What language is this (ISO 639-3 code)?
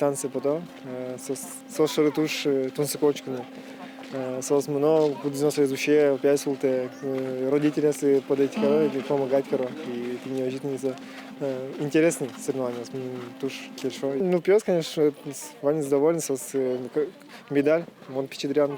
udm